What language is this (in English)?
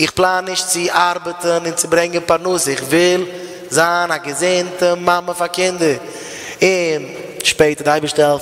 Yiddish